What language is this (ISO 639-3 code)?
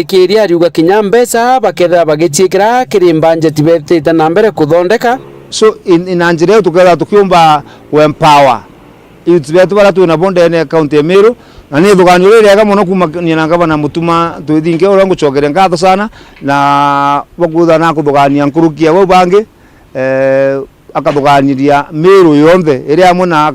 mer